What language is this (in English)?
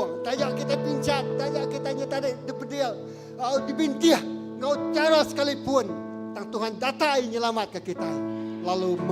Iban